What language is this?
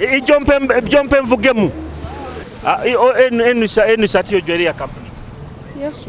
Nyoro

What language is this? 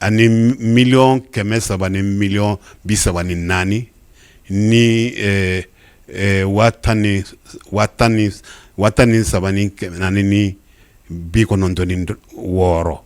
Bambara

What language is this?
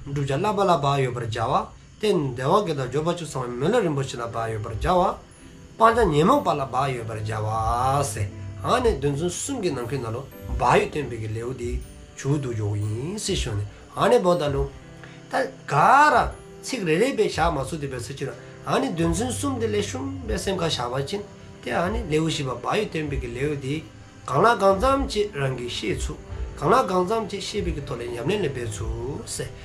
Dzongkha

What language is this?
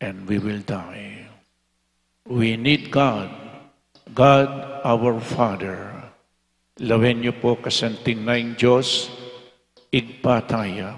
Pampanga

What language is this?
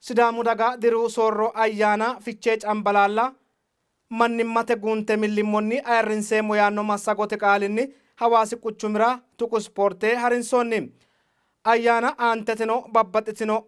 Sidamo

